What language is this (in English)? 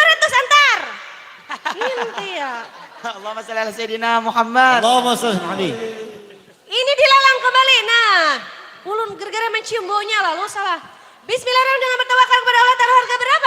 Banjar